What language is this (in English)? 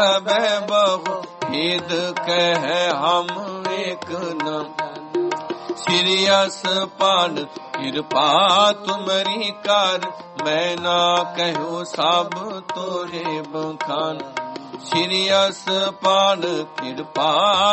Punjabi